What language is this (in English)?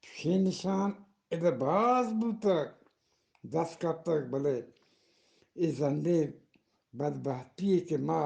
Eastern Balochi